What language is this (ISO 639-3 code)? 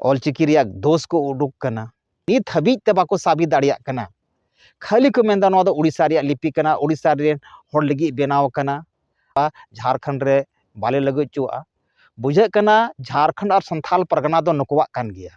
sat